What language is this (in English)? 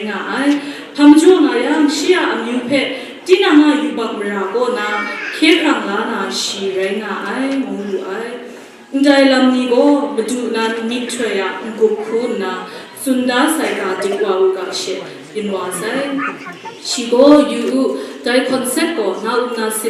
Kachin